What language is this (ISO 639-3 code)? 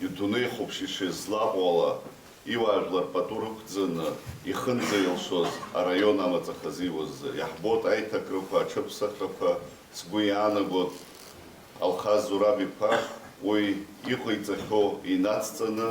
abk